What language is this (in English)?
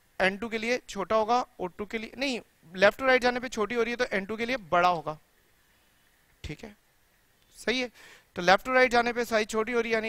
Hindi